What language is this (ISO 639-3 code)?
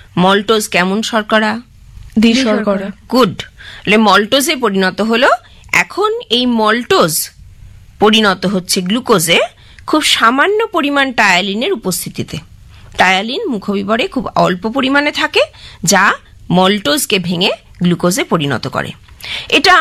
ben